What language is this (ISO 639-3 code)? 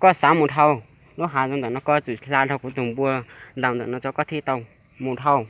hmn